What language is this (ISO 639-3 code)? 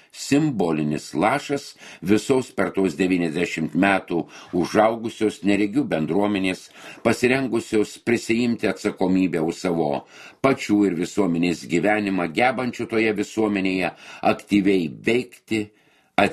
lit